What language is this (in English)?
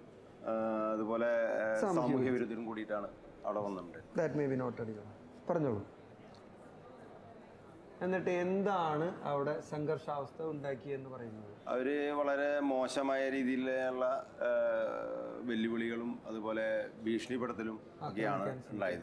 Malayalam